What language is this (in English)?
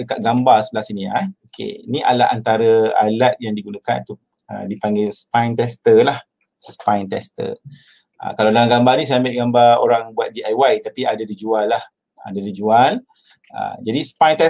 Malay